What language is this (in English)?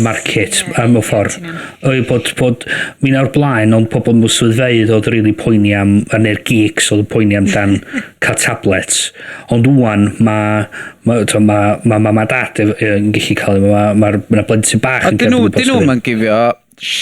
Welsh